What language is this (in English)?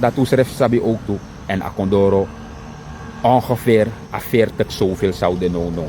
Sranan Tongo